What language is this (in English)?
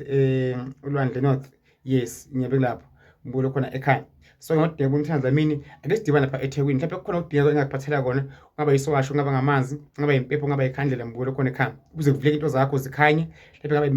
Zulu